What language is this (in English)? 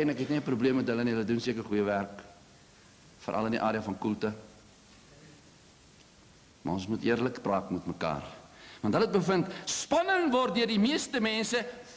Afrikaans